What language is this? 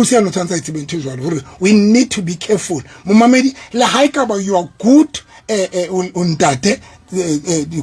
Southern Sotho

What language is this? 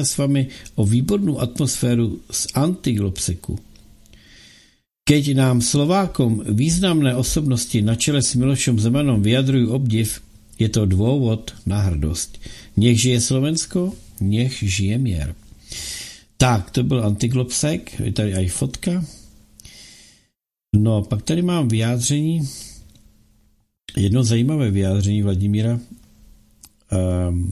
Czech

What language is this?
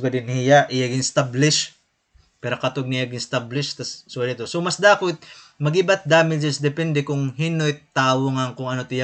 Waray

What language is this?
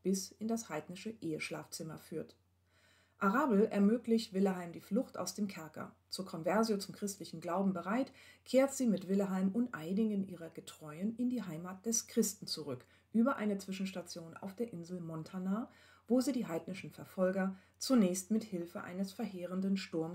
German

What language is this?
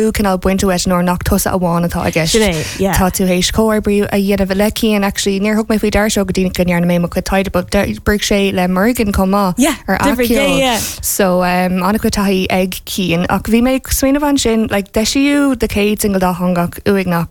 Irish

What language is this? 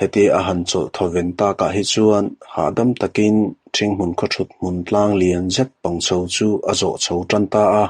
Mizo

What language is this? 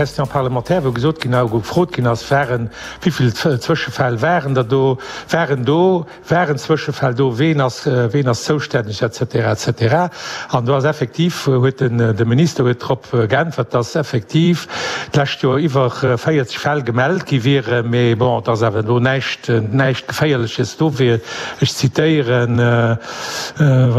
Luxembourgish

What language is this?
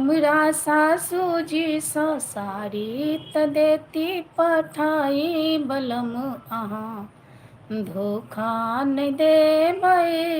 Maithili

